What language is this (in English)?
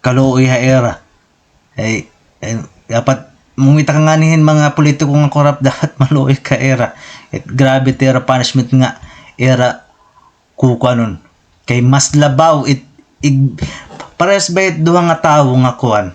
Waray